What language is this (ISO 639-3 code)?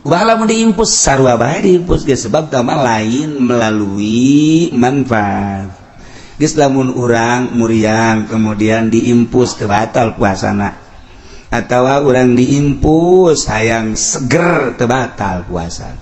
sun